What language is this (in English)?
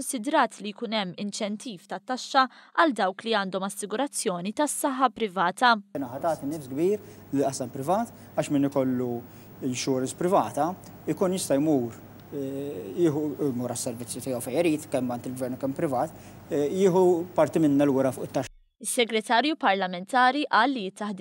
Maltese